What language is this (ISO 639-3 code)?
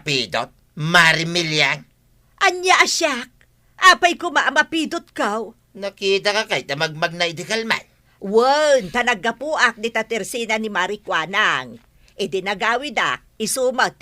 ilo